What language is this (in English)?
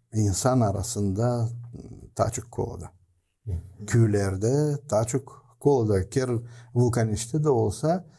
Gagauz